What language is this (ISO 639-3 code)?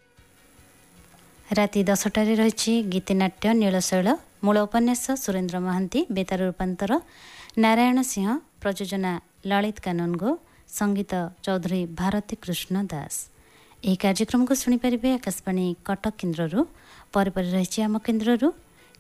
ori